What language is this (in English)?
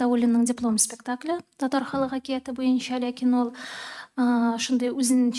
Tatar